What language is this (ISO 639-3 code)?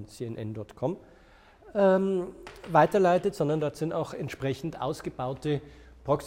deu